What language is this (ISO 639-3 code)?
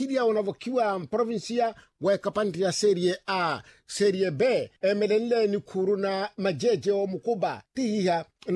vmw